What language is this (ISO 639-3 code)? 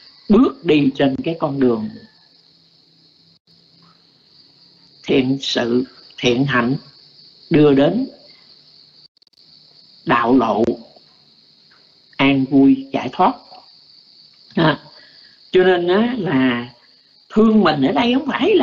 vie